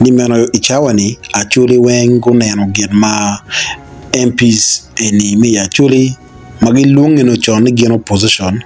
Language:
Acoli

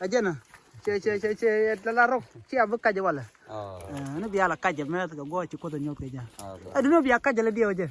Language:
Nuer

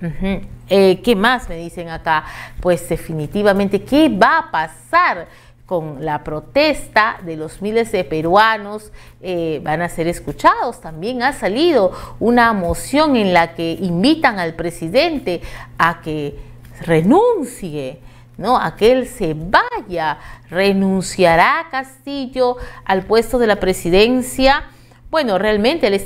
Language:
Spanish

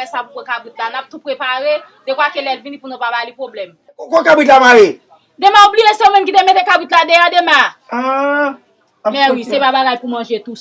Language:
Haitian Creole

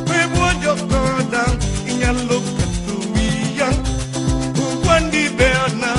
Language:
Luo (Kenya and Tanzania)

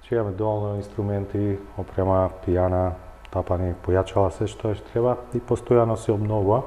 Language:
Macedonian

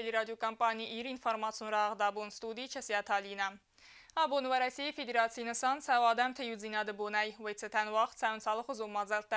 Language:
Ossetic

